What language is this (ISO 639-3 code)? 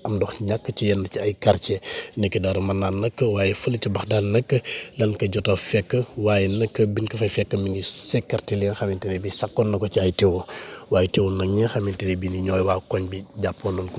wol